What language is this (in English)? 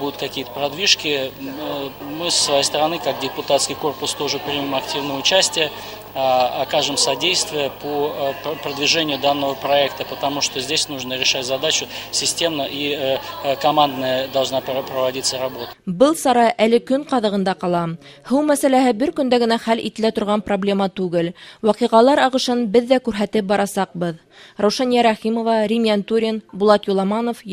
Bashkir